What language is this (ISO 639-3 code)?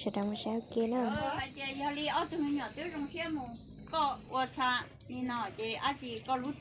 hmn